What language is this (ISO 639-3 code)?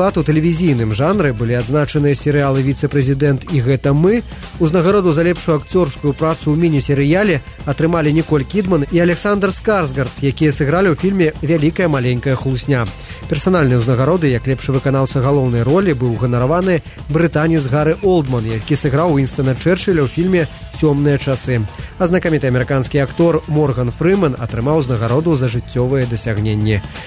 bel